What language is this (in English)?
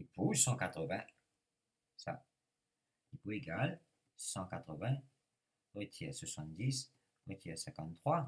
Morisyen